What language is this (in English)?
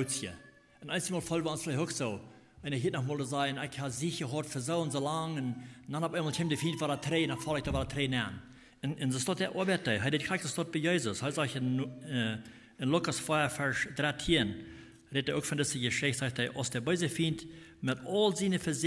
Plautdietsch